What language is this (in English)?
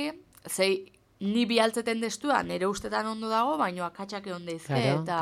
Basque